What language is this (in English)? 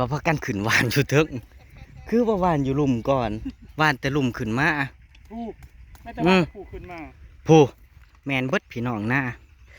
Northeastern Thai